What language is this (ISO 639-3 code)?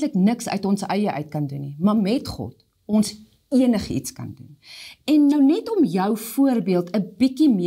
afr